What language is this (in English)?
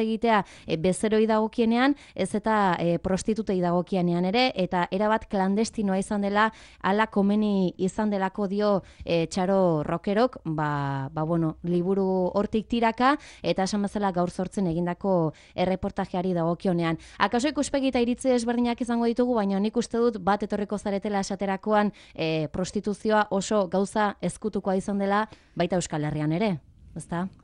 Basque